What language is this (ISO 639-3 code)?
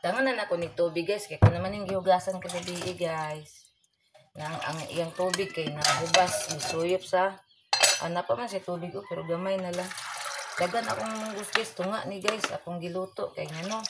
ceb